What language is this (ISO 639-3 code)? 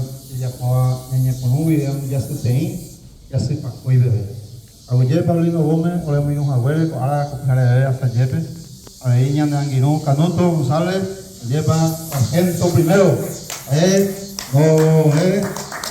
grn